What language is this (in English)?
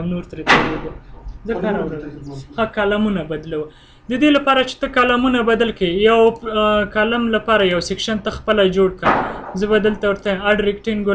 Pashto